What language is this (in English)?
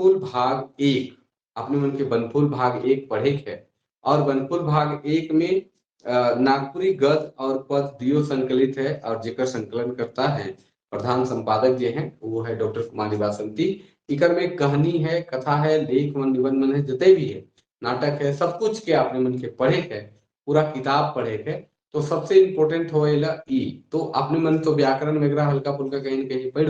Sadri